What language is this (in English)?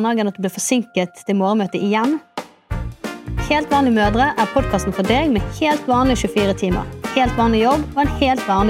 Norwegian